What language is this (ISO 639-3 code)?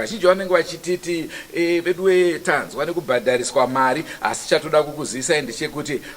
sna